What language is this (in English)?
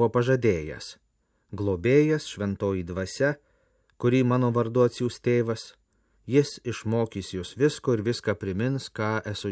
Lithuanian